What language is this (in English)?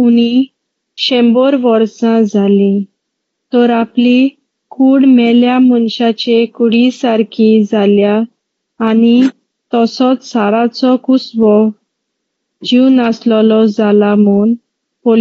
Konkani